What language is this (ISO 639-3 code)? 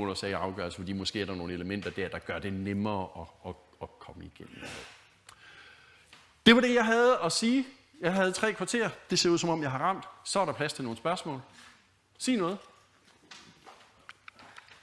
dan